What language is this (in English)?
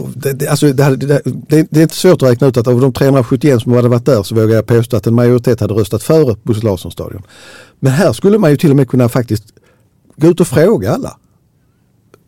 Swedish